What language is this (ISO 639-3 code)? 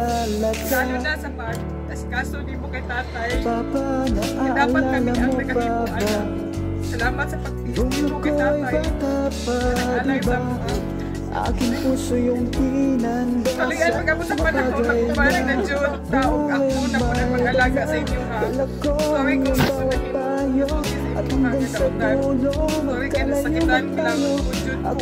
fil